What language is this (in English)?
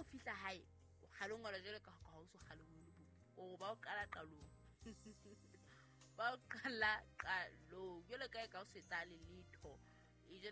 Southern Sotho